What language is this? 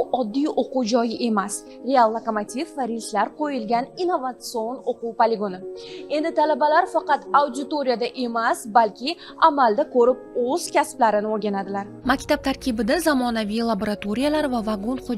Uzbek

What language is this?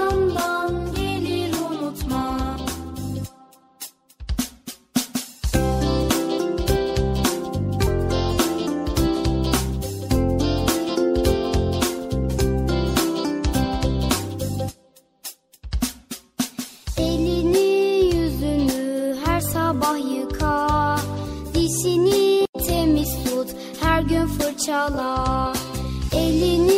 Turkish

